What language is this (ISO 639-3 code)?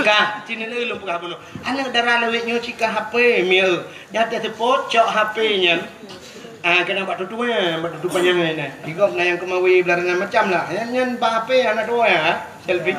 ace